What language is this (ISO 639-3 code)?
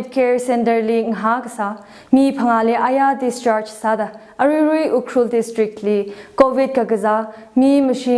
nmf